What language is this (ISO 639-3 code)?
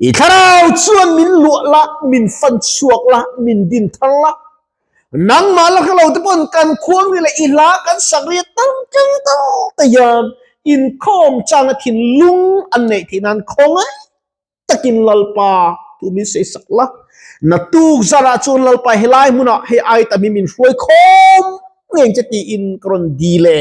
lus